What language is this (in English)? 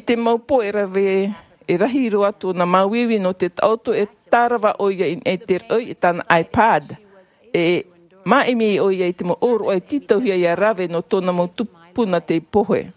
Tahitian